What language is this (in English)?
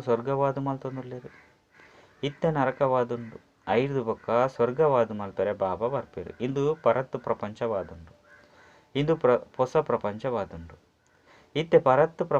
Tulu